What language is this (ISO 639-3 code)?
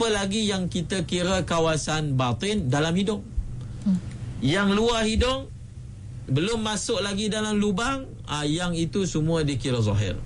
msa